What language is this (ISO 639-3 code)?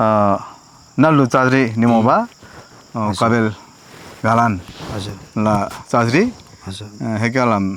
taj